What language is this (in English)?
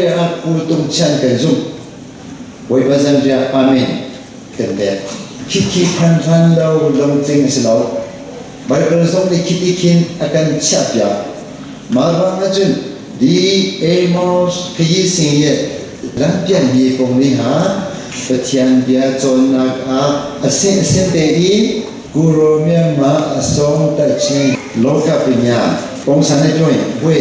Hakha Chin